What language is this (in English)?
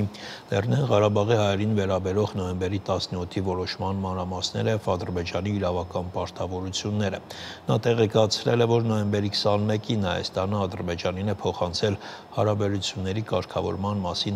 Armenian